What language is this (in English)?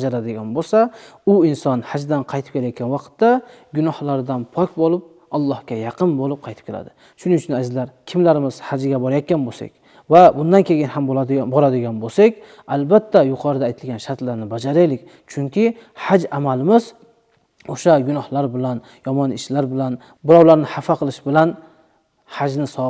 Uzbek